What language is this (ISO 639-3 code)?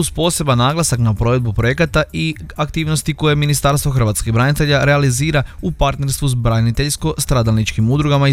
hrv